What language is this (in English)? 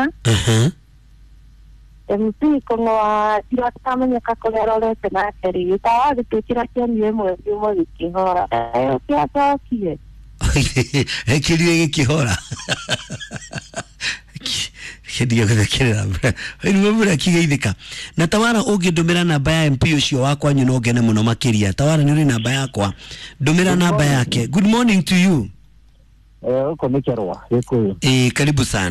Kikuyu